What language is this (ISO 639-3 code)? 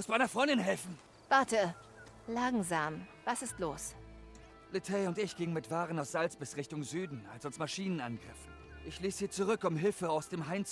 bar